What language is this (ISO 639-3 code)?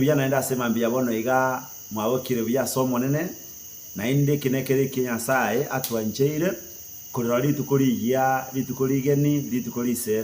guz